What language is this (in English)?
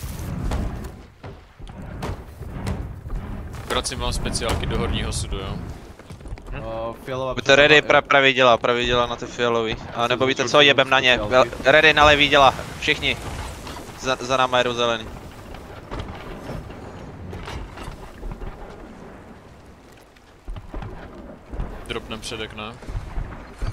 Czech